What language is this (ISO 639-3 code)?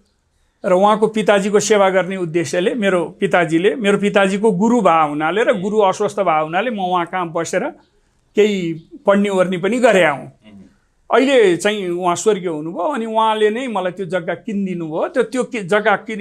nep